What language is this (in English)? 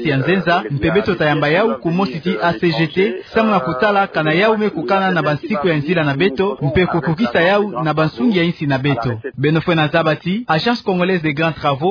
Kituba (Democratic Republic of Congo)